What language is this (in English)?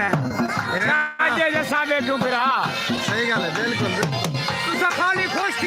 Saraiki